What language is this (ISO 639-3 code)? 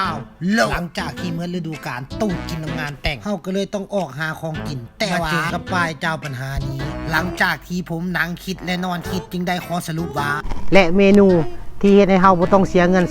tts